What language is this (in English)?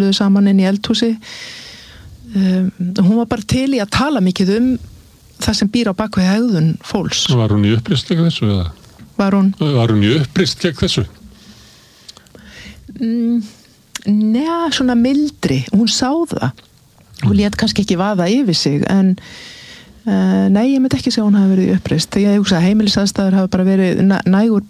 Icelandic